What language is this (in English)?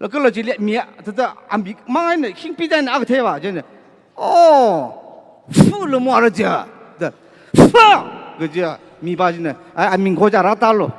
Tangkhul Naga (India)